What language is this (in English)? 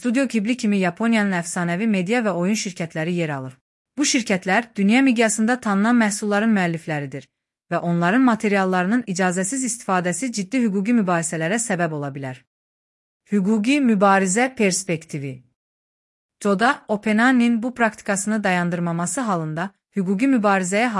Azerbaijani